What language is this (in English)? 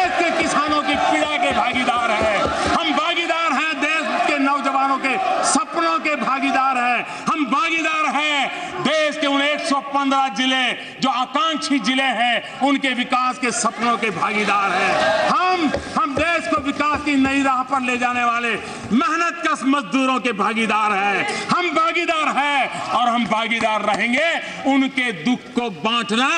Hindi